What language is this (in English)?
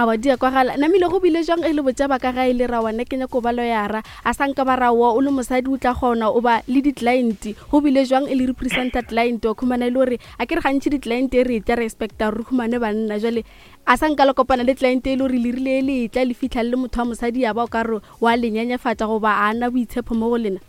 Northern Sotho